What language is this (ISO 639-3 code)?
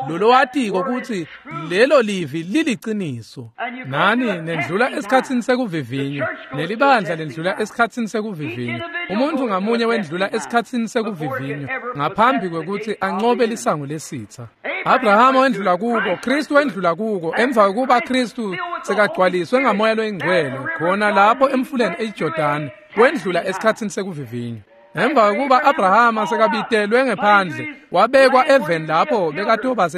ssw